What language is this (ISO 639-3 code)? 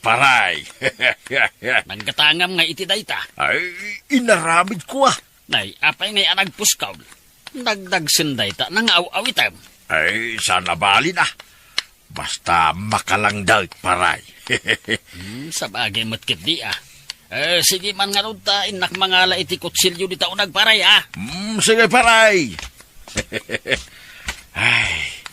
ilo